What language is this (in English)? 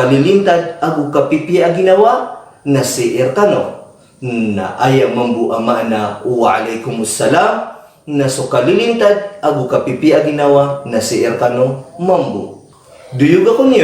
Maranao